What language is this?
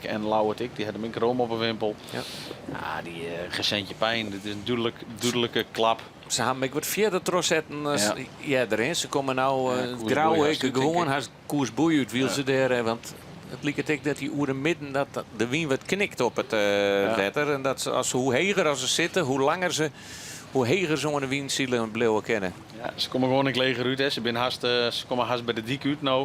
Western Frisian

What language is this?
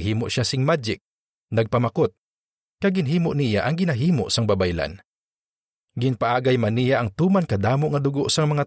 Hiligaynon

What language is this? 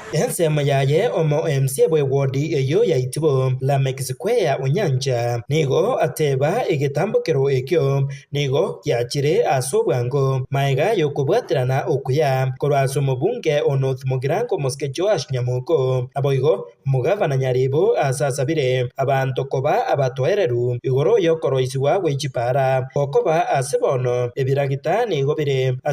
Gusii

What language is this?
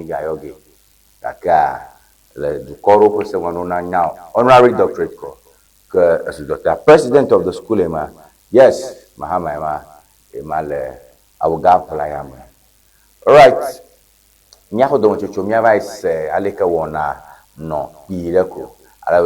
Ewe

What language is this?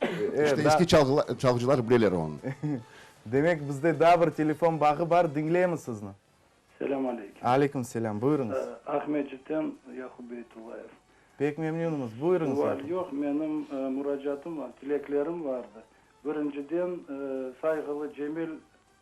Crimean Tatar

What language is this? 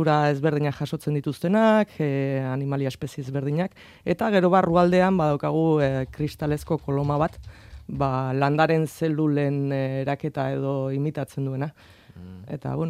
Basque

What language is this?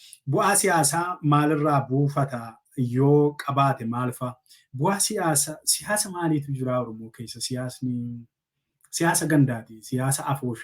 Oromo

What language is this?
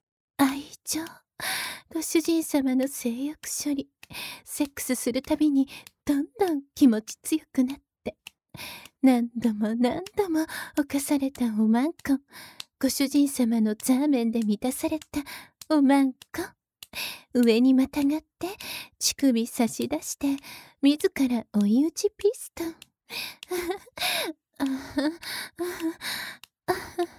Japanese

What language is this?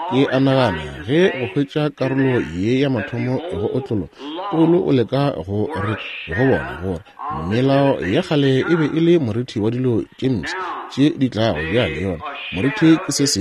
Northern Sotho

